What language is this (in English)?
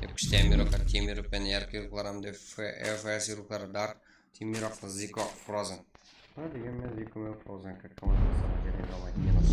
Kara-Kalpak